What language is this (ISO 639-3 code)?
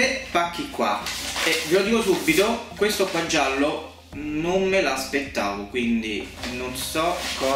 ita